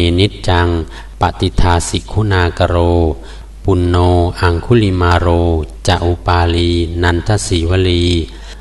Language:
Pali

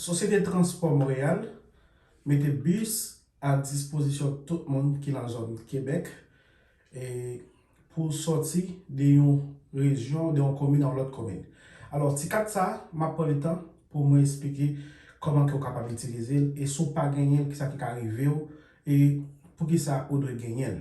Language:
Haitian Creole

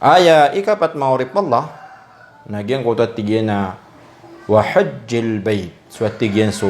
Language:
Maranao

